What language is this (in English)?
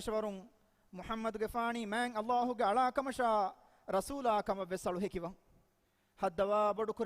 Divehi